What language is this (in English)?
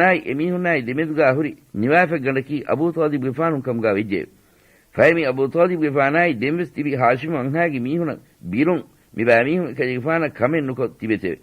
Divehi